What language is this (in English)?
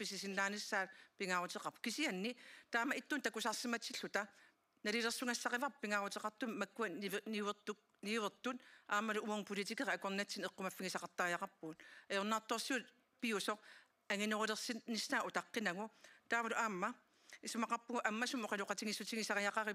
Kalaallisut